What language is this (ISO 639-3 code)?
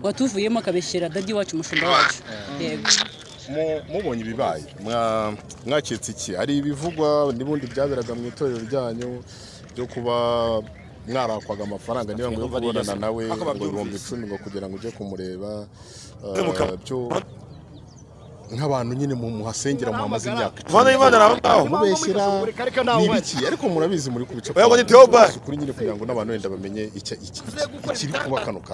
kin